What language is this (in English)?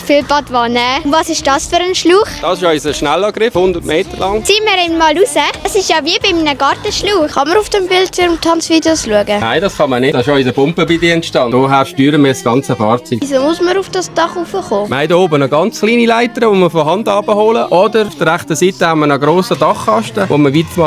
Swiss German